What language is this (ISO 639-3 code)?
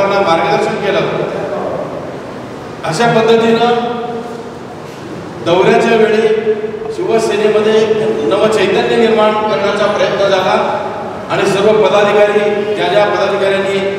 mar